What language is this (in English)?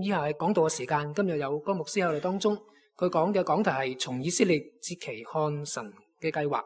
Cantonese